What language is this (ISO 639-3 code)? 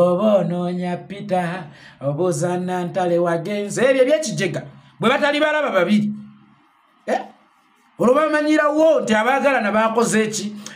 lug